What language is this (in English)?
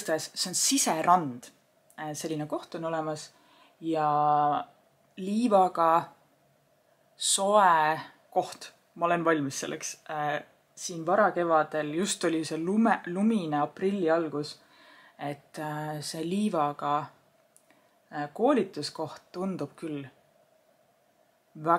Estonian